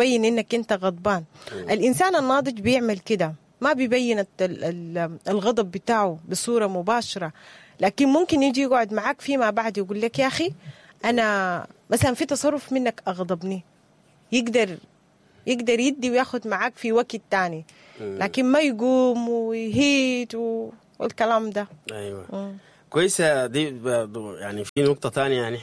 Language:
Sudanese Arabic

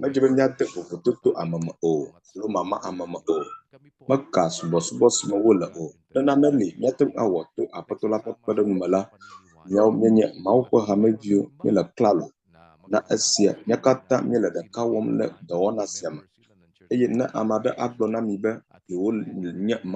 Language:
Ewe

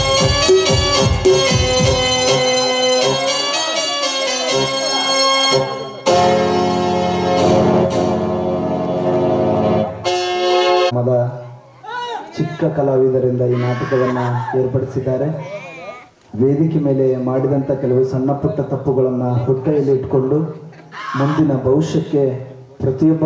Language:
Kannada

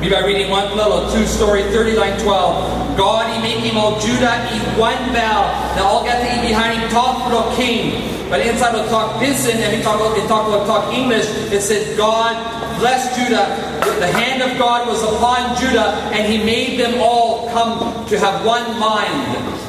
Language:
Tok Pisin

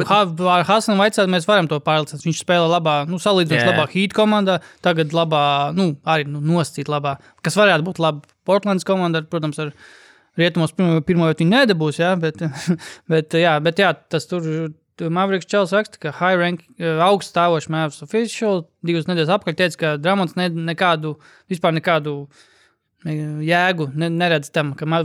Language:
Latvian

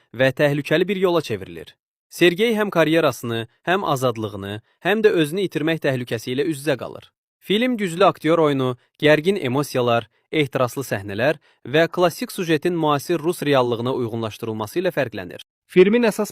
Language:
Azerbaijani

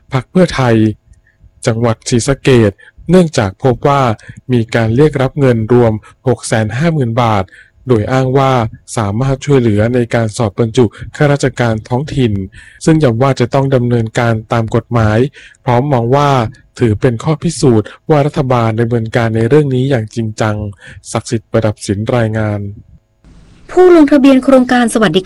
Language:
Thai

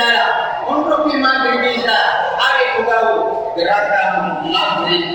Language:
Buginese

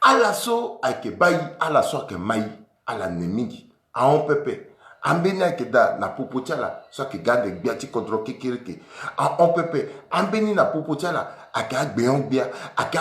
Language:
Sango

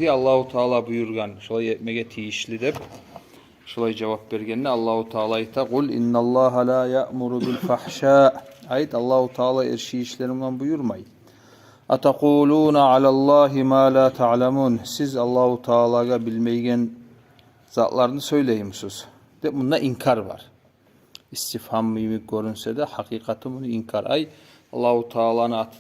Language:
Kumyk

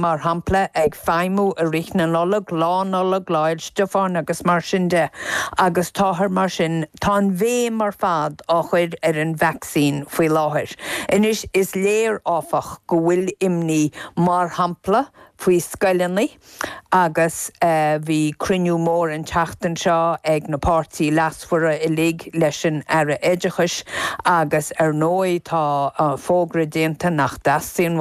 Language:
Irish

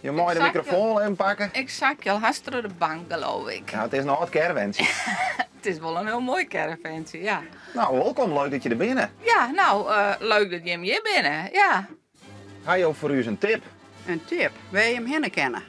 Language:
Western Frisian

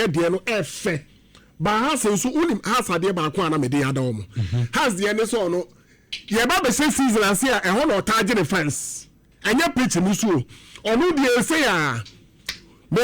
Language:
Akan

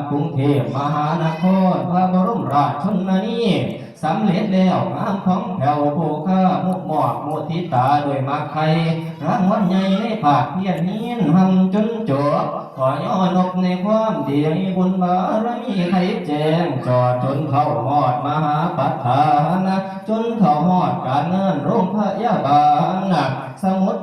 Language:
Northeastern Thai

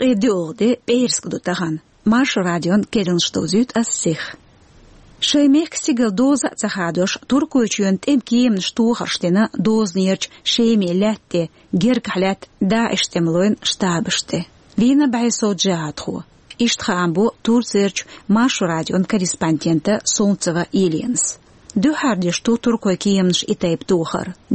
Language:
Chechen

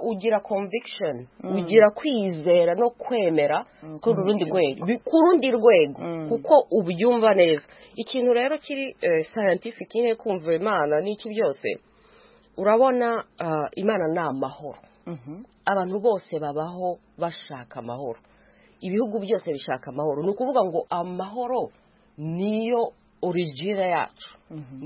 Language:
Kinyarwanda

